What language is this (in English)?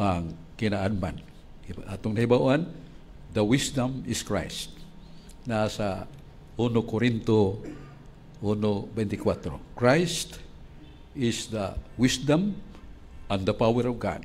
Cebuano